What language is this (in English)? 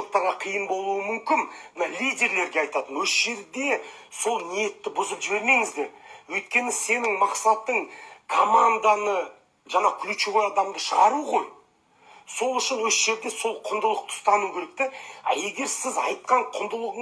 Kazakh